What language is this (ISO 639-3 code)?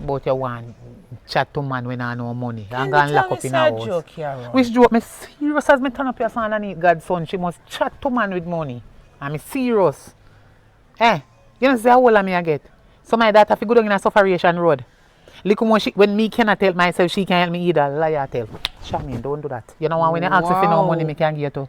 jam